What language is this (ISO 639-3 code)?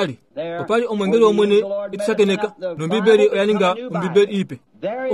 kua